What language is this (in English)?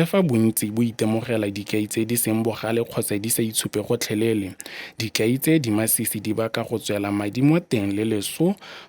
Tswana